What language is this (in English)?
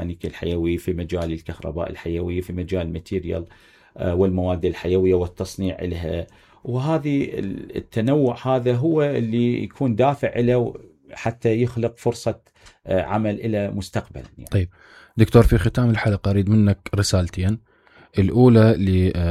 Mesopotamian Arabic